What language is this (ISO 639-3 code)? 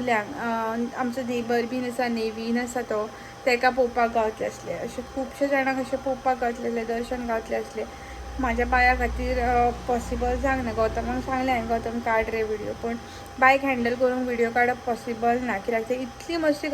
kok